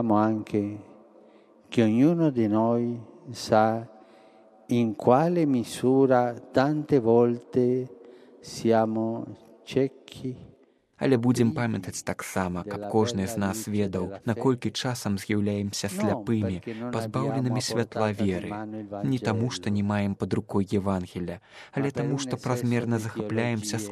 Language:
Belarusian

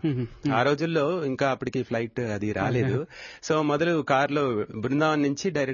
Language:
Telugu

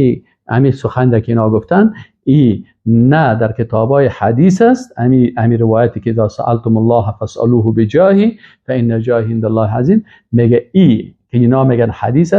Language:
Persian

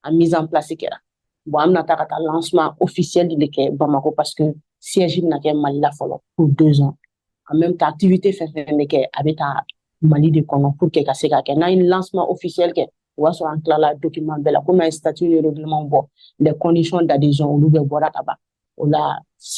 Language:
Bambara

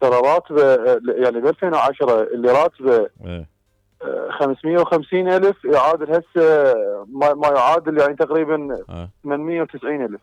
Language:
Mesopotamian Arabic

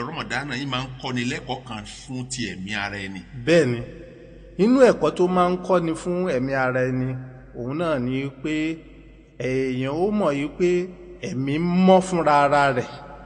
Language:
Yoruba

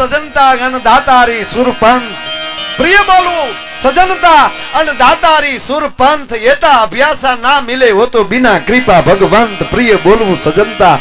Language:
Gujarati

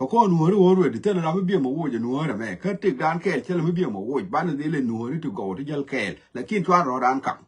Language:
Nuer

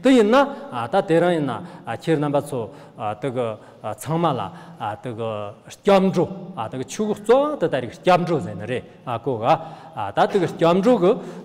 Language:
Tibetan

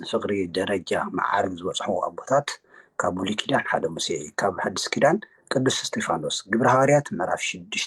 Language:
Tigrinya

